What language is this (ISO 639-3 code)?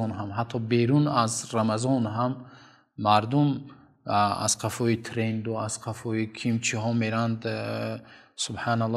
tgk